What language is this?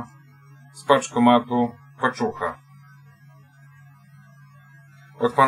Polish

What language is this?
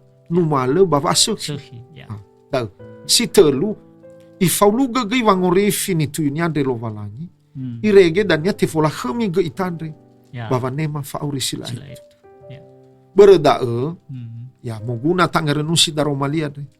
Nias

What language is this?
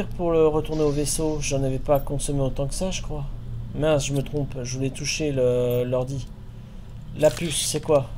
French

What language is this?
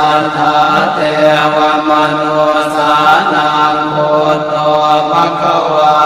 Pali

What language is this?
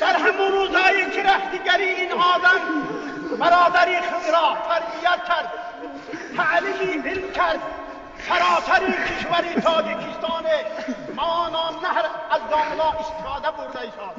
Tajik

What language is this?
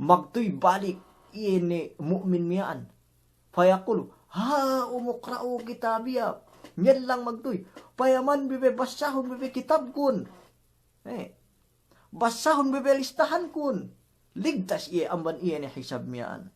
Yakan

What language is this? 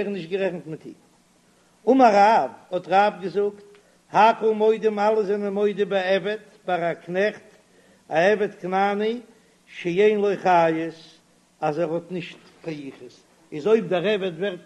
Yiddish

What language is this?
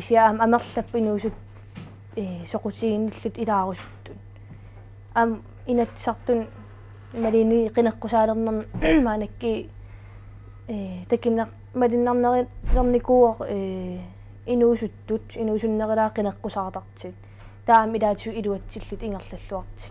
Kalaallisut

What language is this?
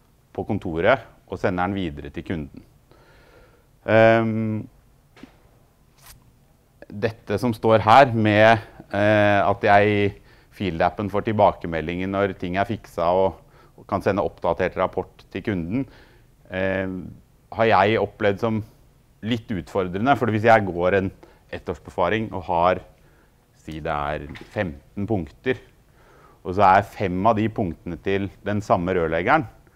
Norwegian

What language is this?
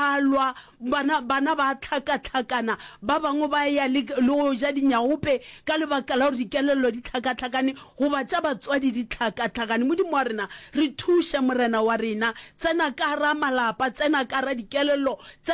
Northern Sotho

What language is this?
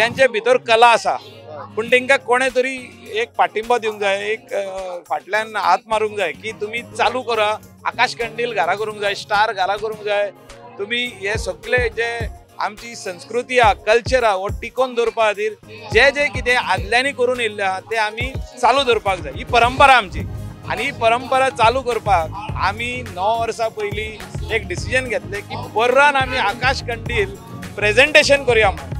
Konkani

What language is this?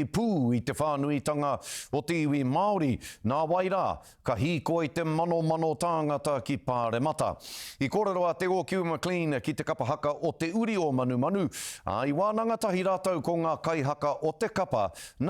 Māori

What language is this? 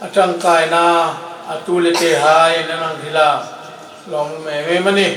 Hmar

